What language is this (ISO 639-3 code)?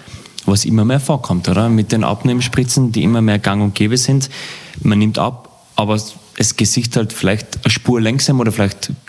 deu